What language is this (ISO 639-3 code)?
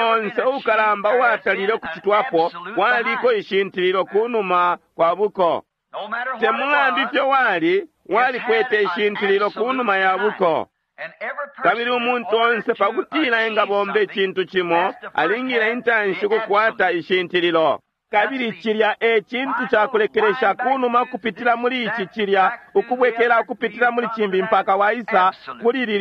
bem